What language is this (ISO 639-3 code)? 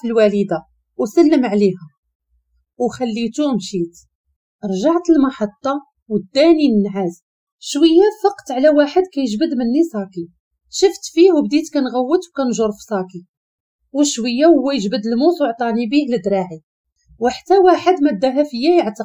ary